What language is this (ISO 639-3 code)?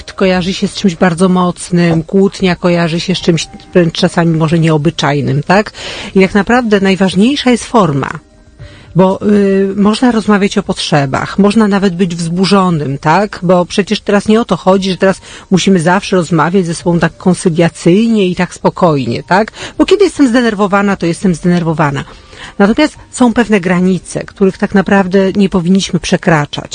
pol